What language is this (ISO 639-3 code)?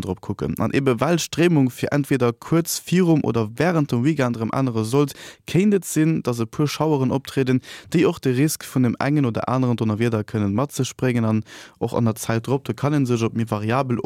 ltz